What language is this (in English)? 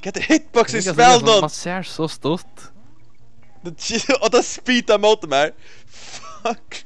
Faroese